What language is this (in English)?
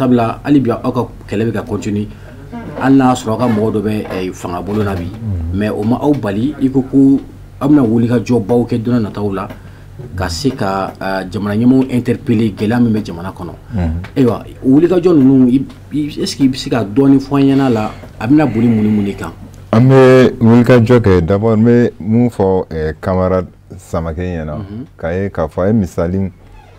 Bambara